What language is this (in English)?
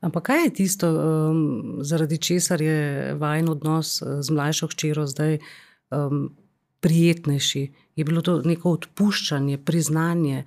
Slovenian